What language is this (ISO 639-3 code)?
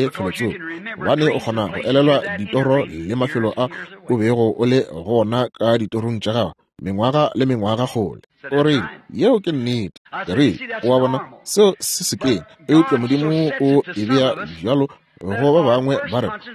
nso